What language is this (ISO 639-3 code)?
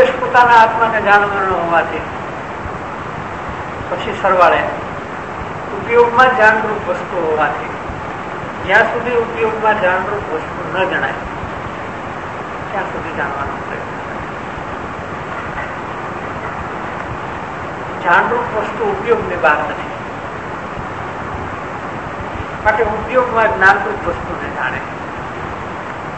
guj